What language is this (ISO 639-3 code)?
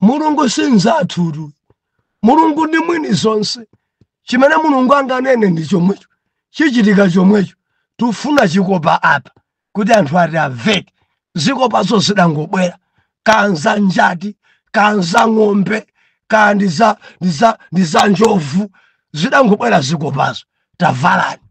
nya